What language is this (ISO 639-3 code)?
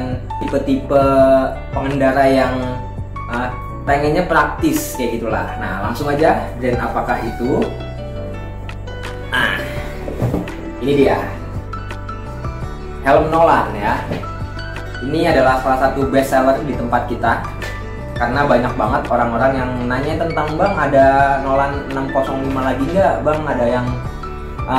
ind